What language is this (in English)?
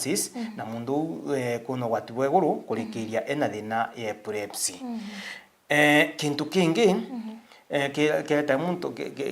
Meru